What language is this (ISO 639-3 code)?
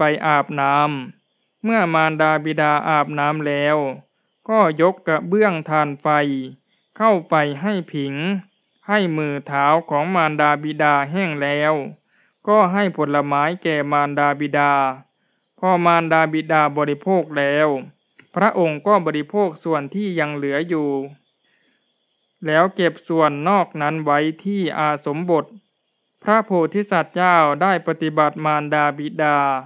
tha